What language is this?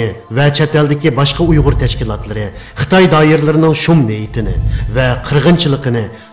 Uyghur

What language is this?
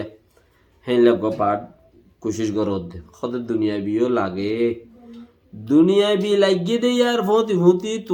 Rohingya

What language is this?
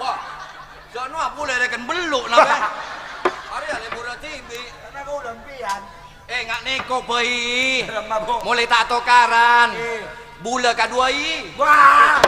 Madurese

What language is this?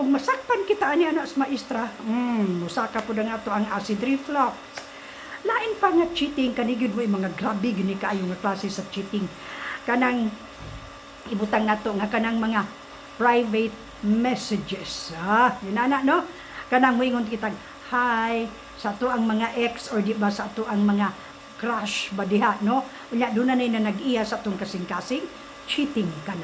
Cebuano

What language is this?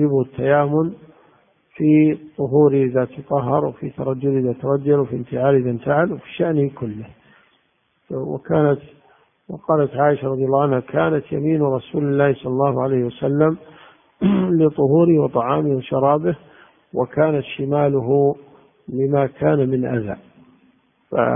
Arabic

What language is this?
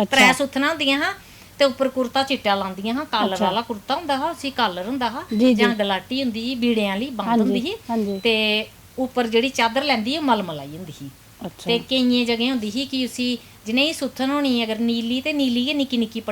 Dogri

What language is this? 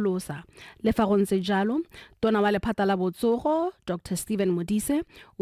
Tswana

